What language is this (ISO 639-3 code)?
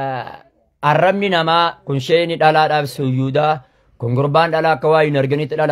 orm